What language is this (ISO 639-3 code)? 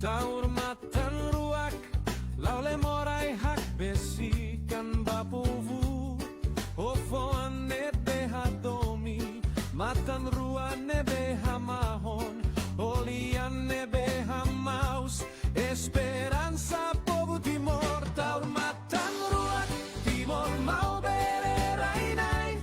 tet